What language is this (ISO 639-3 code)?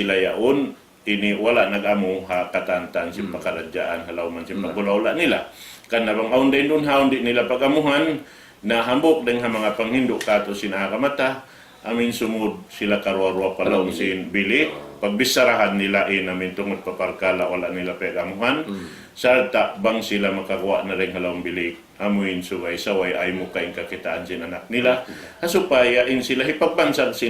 tsg